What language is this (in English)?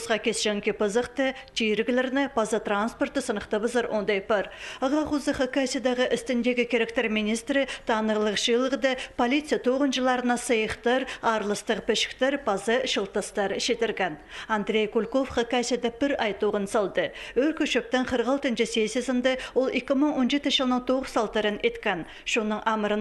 Khakas